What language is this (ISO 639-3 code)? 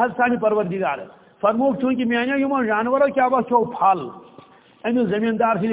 kas